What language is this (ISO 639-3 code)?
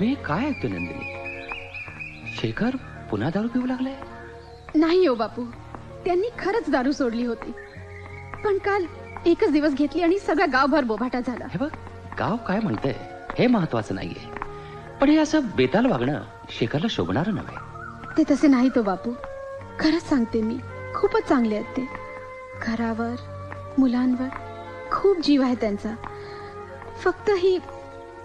mar